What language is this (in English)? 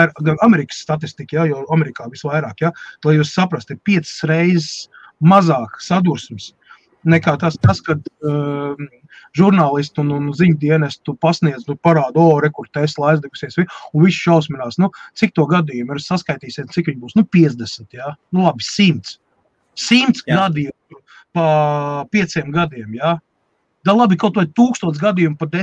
Latvian